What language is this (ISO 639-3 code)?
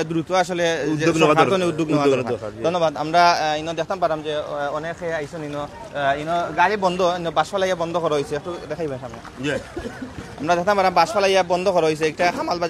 syl